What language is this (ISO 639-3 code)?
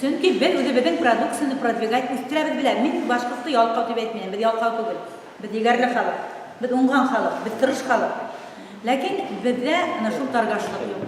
bak